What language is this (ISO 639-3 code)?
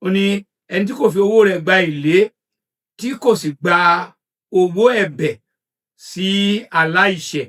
yor